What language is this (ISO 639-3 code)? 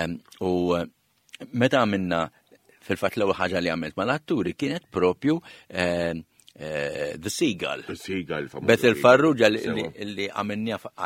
mlt